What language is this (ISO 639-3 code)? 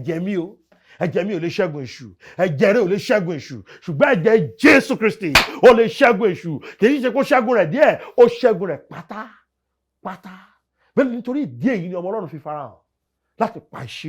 yor